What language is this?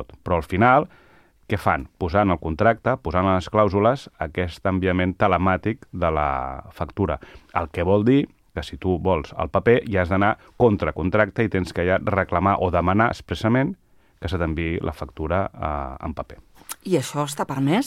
Catalan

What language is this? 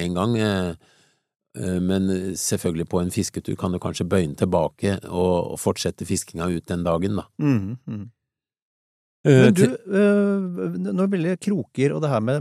Norwegian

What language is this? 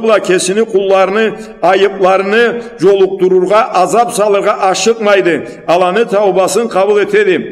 Karachay-Balkar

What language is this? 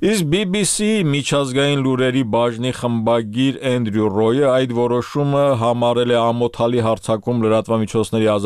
Armenian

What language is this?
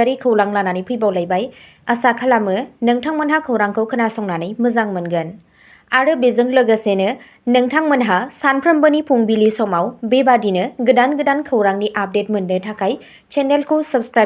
Bodo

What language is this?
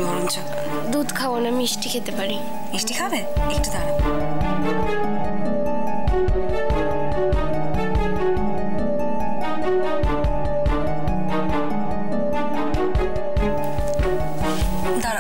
Bangla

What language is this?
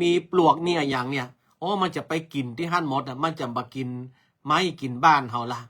Northern Thai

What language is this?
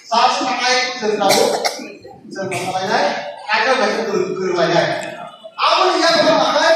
Kok Borok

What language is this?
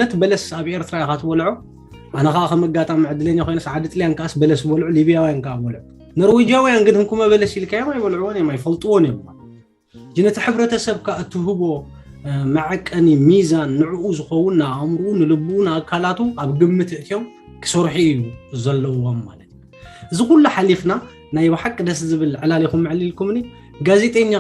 Tigrinya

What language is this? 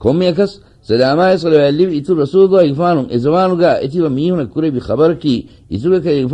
Divehi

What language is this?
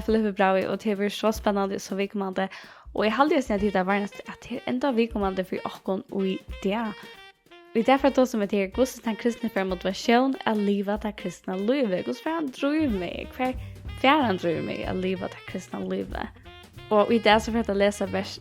Faroese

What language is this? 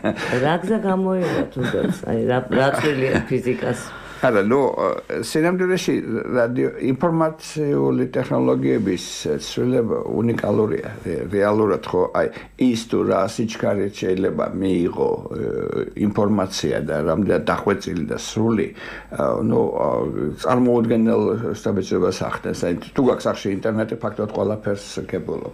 Georgian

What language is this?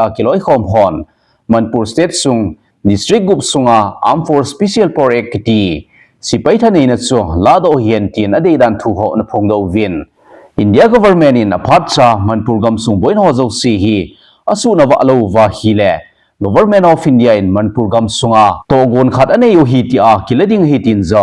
Thado Chin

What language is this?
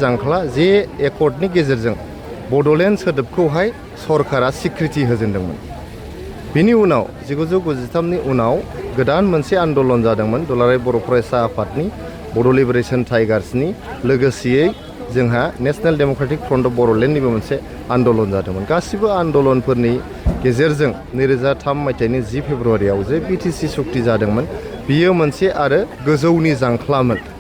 Bodo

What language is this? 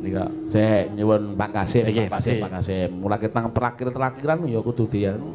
Javanese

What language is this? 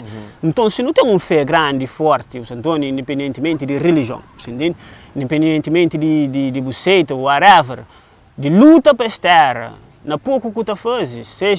Kabuverdianu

